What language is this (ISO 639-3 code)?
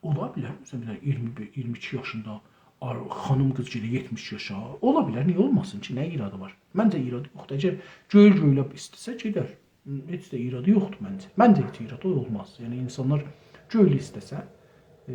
azb